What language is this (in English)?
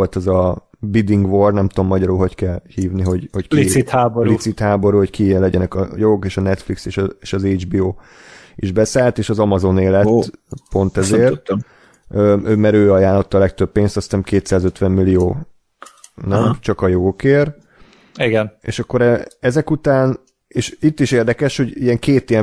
Hungarian